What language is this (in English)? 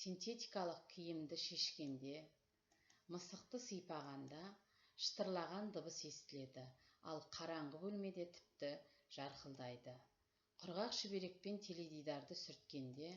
Kazakh